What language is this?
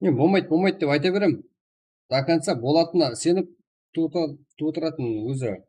Kara-Kalpak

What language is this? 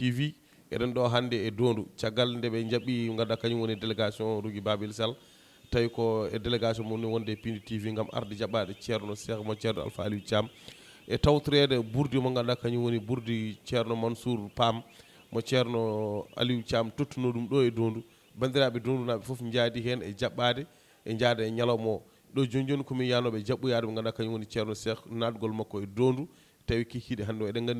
Fula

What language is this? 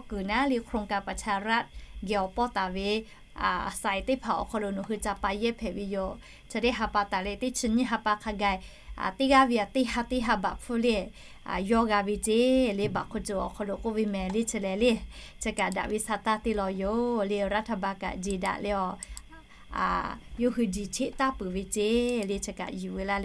Lahu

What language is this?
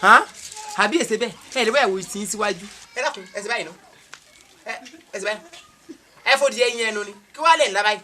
Yoruba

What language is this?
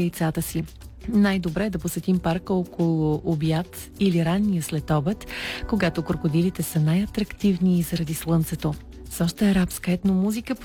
Bulgarian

